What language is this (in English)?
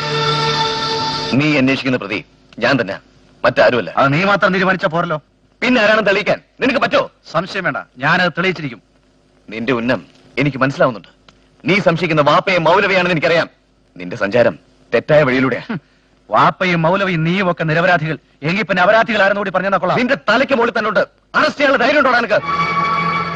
Malayalam